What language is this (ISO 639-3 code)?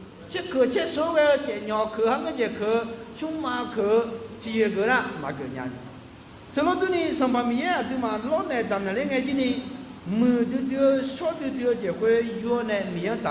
ahk